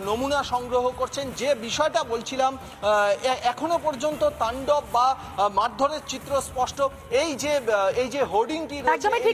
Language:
Bangla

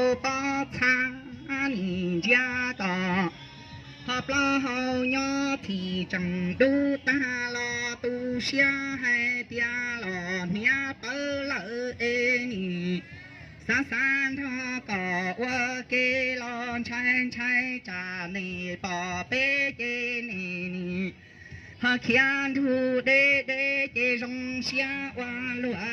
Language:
Hmong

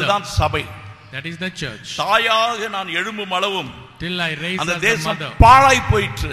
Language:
Tamil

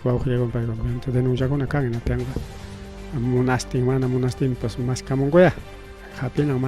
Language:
Ayacucho Quechua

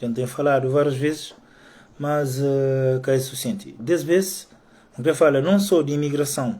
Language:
Kabuverdianu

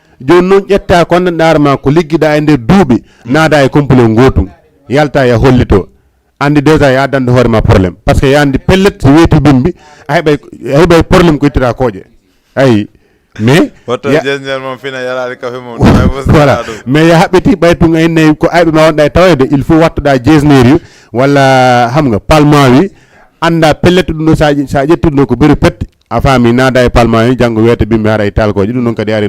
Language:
Fula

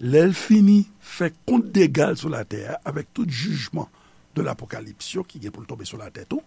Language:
Haitian Creole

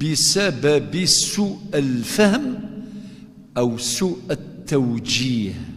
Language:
Kabyle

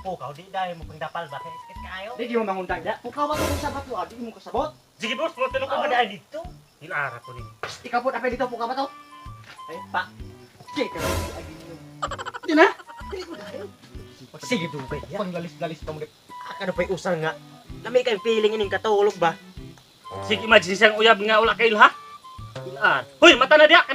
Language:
Cebuano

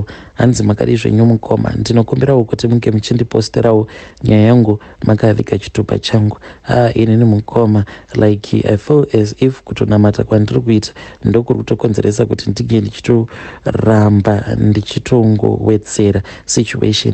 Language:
Shona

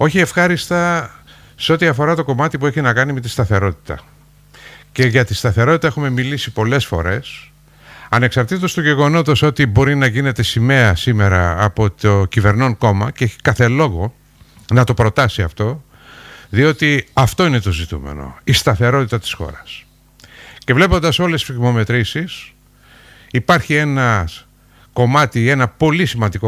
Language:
Greek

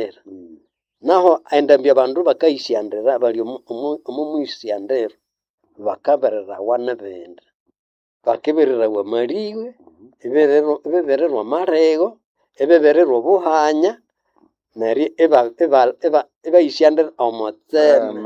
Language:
Nande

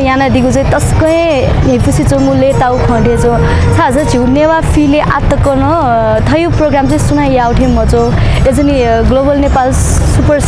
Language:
Newari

